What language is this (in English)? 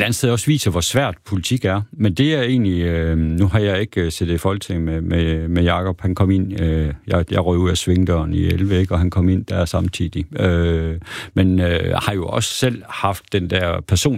Danish